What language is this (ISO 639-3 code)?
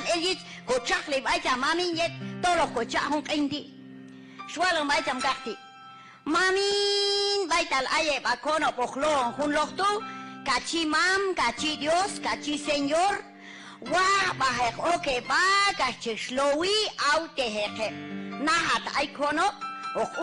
kjb